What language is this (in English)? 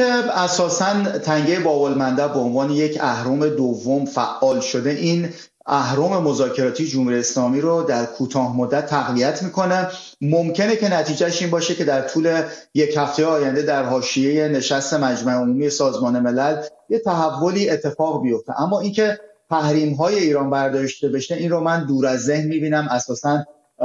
Persian